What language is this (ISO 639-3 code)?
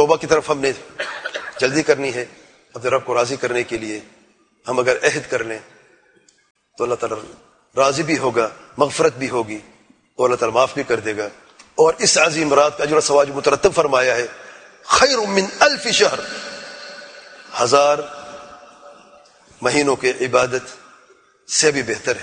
urd